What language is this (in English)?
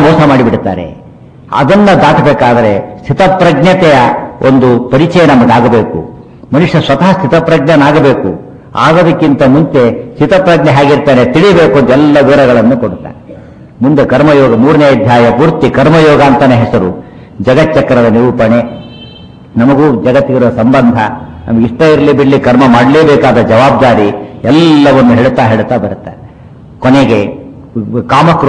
Kannada